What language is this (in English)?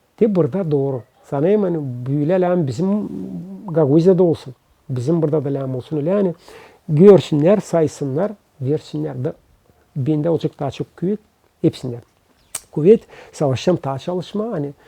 Gagauz